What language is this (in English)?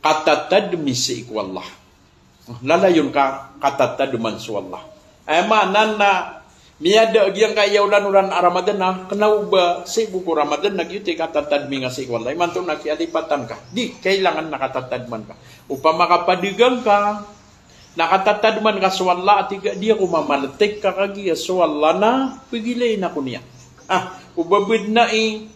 Maranao